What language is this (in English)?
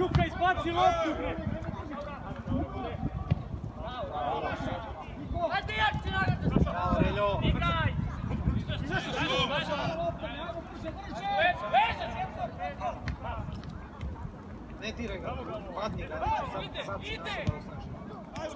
Serbian